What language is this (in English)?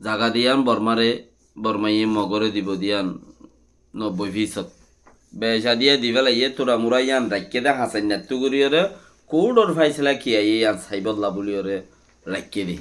Rohingya